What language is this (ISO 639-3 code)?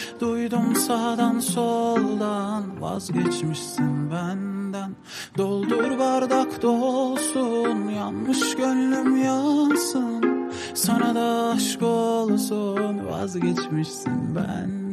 tur